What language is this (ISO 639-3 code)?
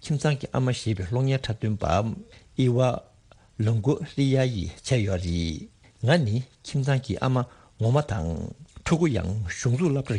bod